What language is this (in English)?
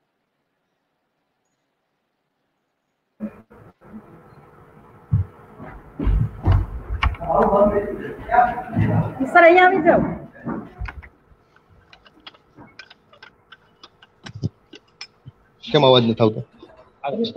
Gujarati